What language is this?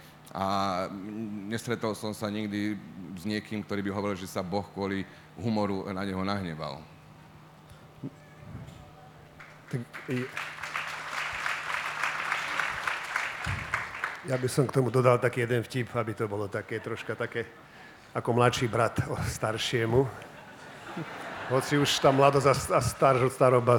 Slovak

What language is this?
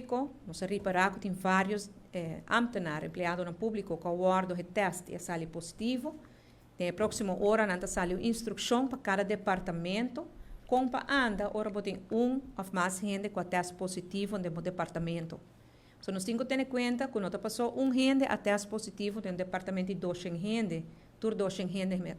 Papiamento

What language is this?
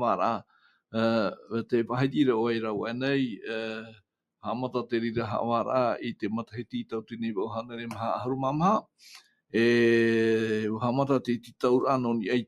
Tahitian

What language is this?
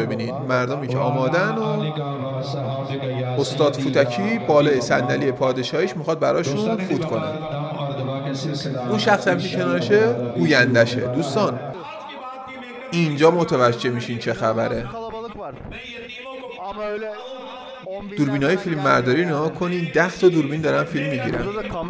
Persian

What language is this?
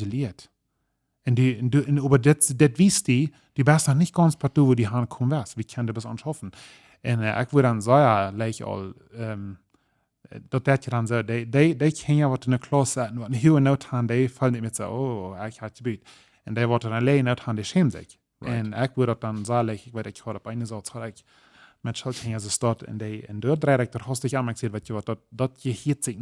Plautdietsch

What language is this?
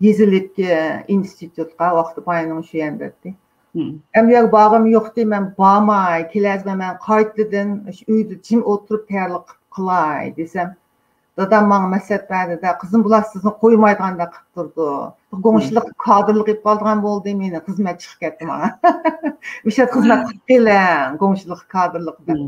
Uyghur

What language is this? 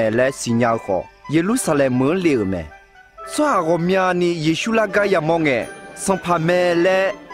Akha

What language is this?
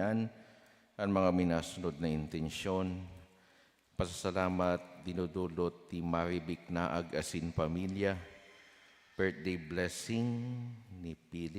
Bikol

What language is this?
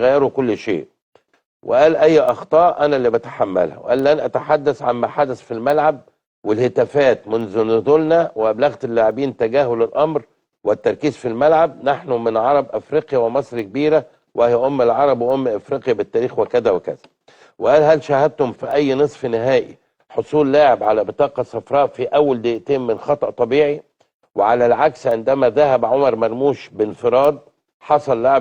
Egyptian Arabic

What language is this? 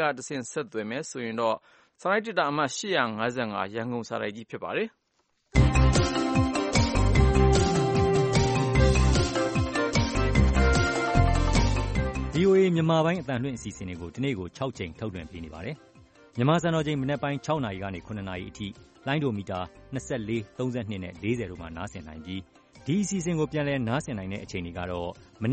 Burmese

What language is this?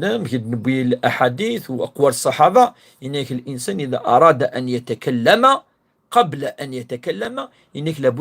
Kabyle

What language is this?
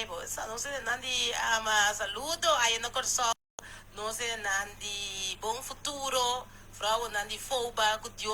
Papiamento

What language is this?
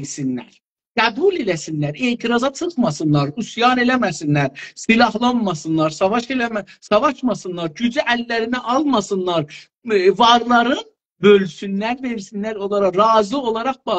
South Azerbaijani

